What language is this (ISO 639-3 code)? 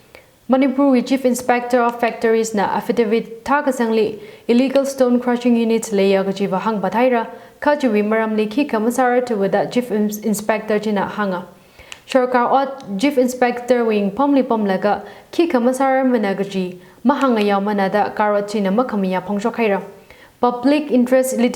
nmf